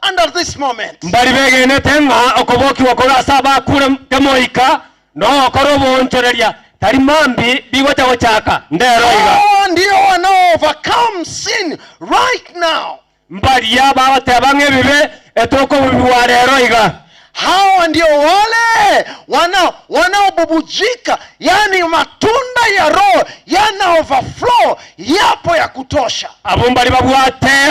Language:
Gusii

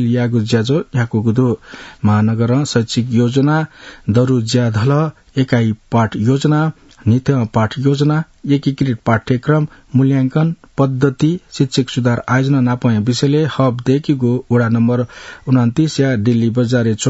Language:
Newari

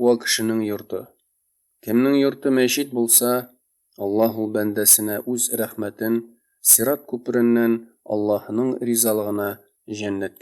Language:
Tatar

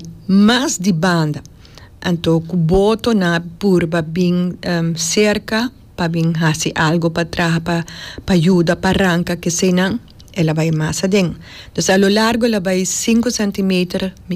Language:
Papiamento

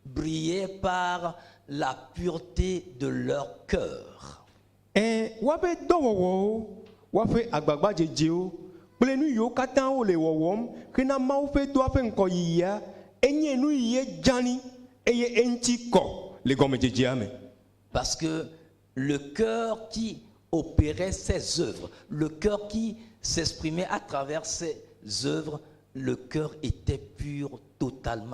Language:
Ewe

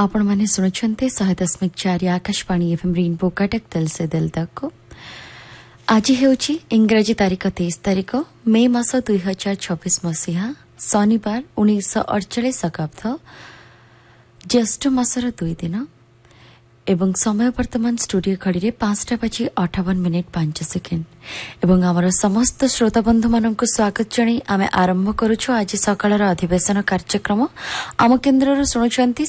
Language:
Odia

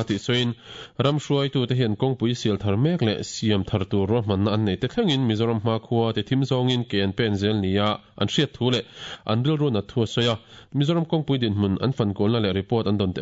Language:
Mizo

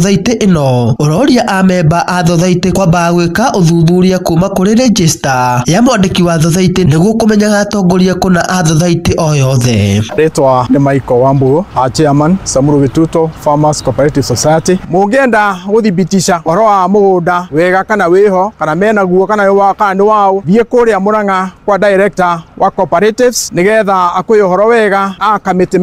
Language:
Kikuyu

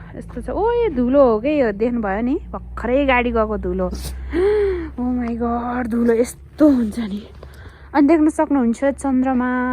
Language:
Nepali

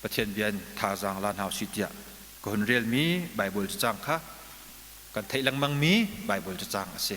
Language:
Hakha Chin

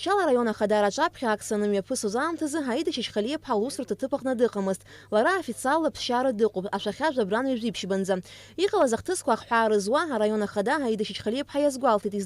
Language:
Abkhazian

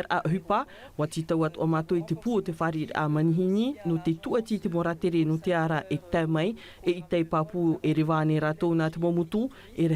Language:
Tahitian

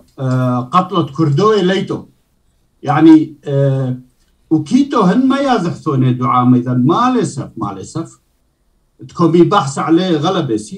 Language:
Turoyo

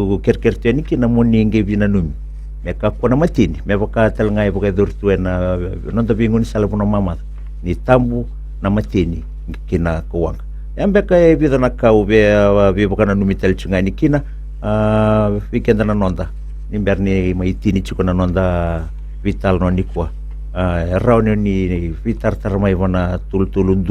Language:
Fijian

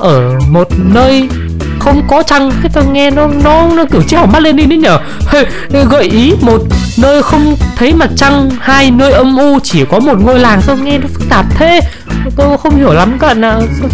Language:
Vietnamese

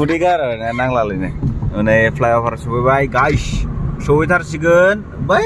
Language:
Bodo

